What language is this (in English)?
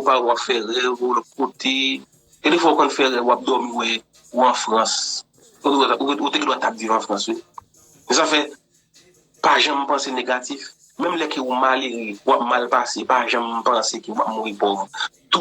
Haitian Creole